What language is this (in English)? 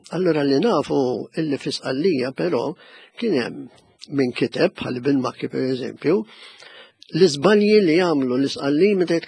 Maltese